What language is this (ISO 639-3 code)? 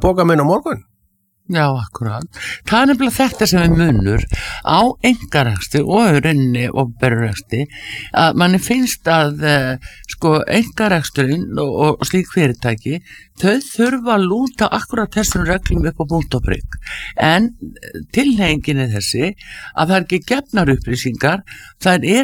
isl